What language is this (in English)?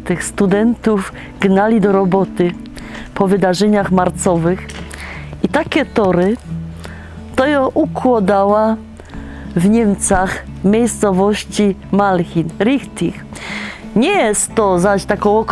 Silesian